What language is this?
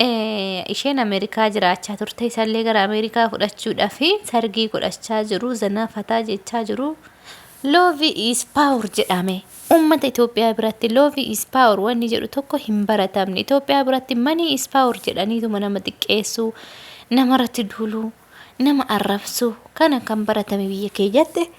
Oromo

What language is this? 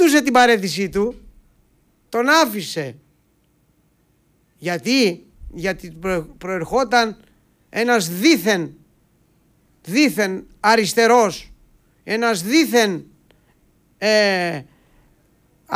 Greek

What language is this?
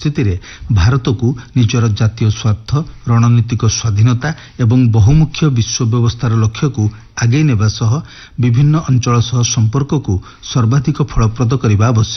Odia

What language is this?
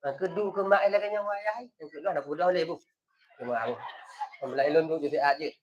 Achinese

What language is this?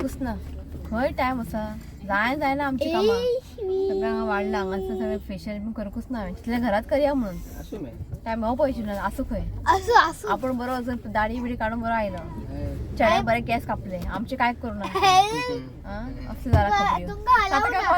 Konkani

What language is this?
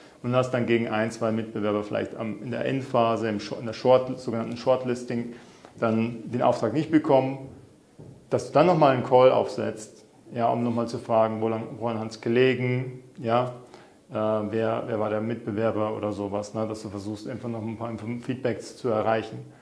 German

